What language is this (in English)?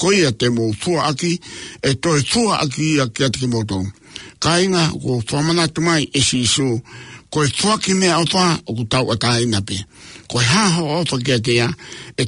Tongan